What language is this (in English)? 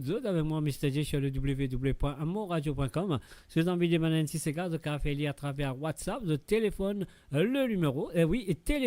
Morisyen